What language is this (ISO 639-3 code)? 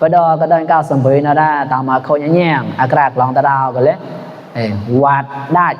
mnw